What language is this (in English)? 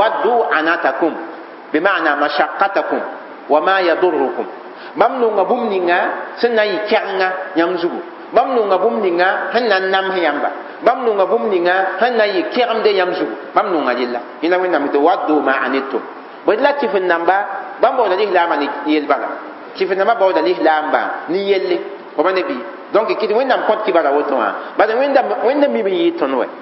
Mossi